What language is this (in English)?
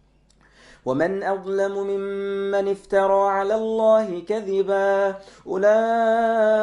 Arabic